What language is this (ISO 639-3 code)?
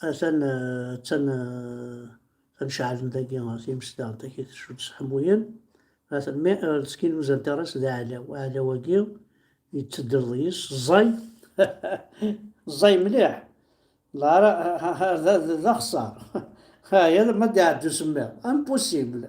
kab